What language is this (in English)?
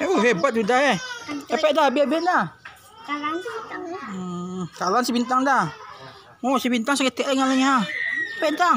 Minangkabau